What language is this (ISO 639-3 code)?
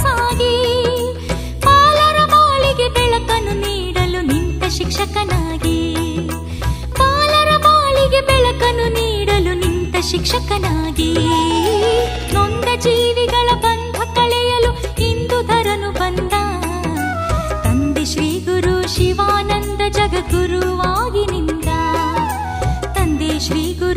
kan